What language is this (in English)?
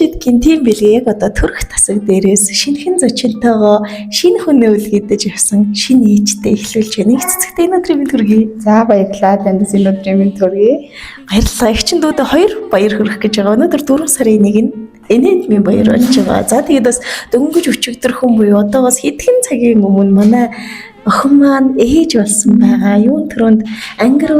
Mongolian